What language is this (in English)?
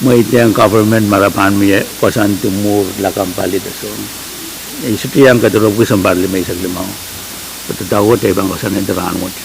Pohnpeian